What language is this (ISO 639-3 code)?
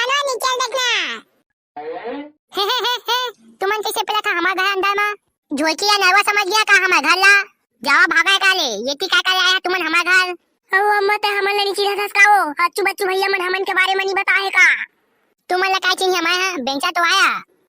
hne